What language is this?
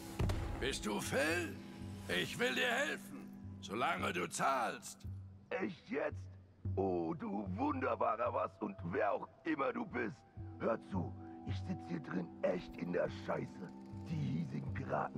German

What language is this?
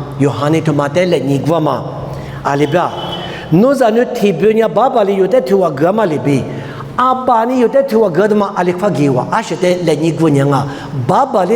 Lisu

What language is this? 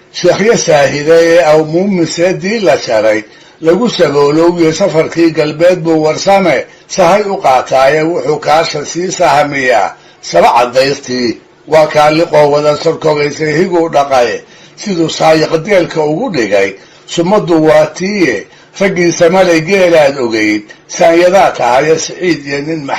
Somali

